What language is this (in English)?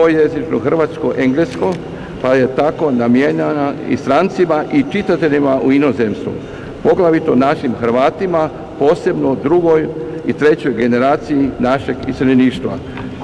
Croatian